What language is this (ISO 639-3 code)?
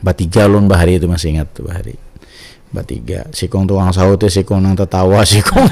bjn